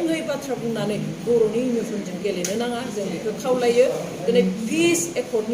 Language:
Bodo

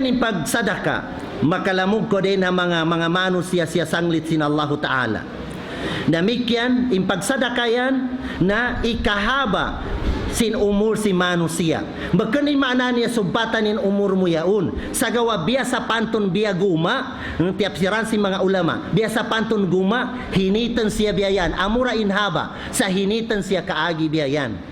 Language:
Tausug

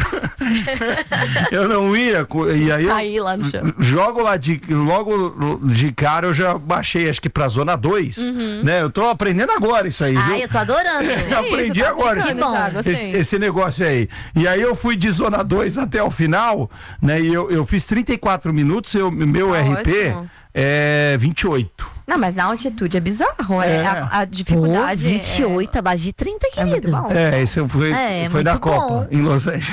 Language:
Portuguese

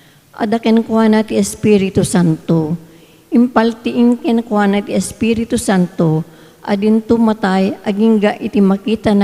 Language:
Iloko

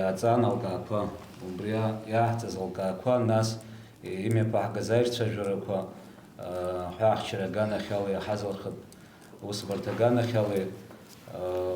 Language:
Abkhazian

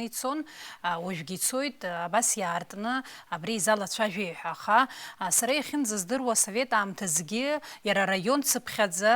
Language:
Abkhazian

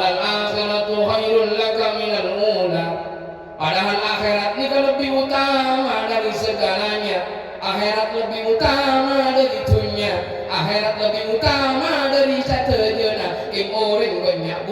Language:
Madurese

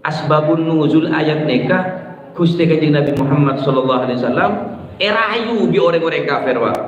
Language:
Madurese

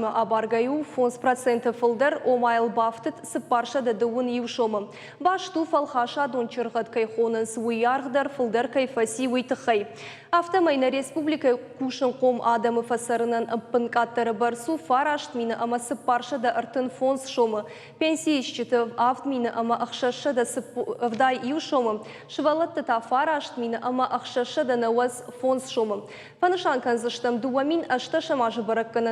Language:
Ossetic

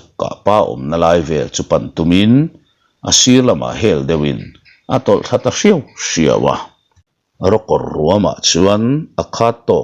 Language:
Mizo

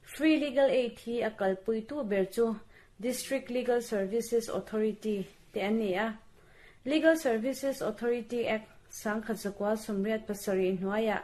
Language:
Mizo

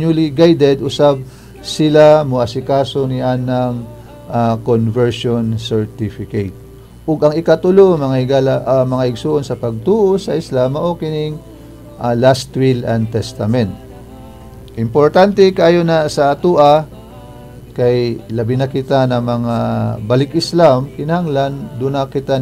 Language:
Cebuano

